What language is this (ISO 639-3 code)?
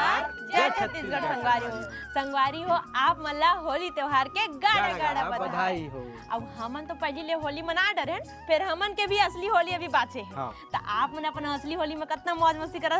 hne